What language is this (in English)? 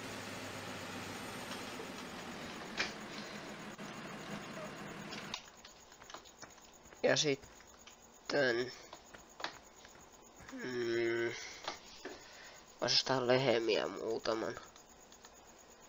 Finnish